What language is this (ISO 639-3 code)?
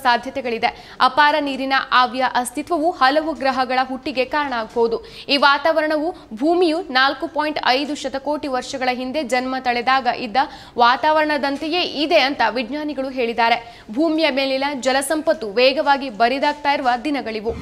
kan